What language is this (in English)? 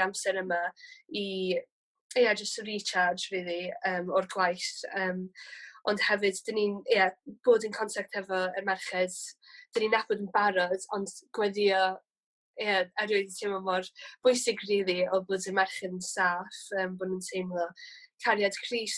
Welsh